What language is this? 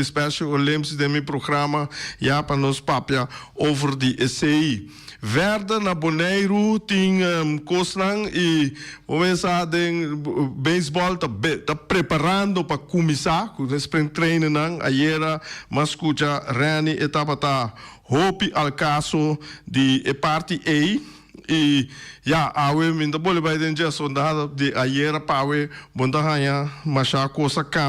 Papiamento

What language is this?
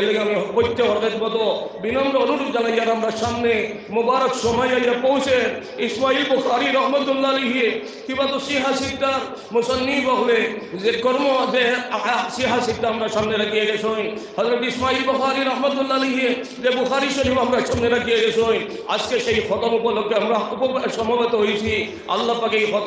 Sylheti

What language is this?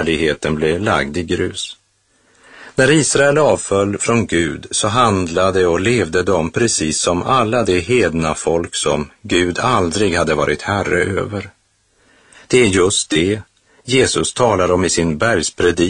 Swedish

